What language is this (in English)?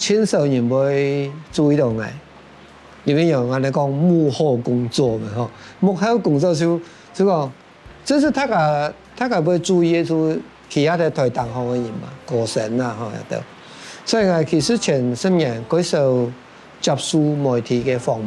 Hakka Chinese